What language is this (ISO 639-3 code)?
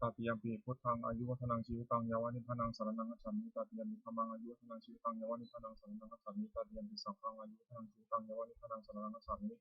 pli